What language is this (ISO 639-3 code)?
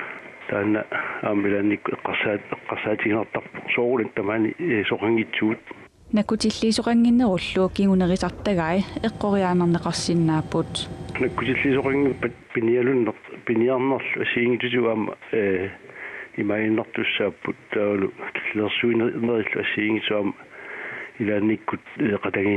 kal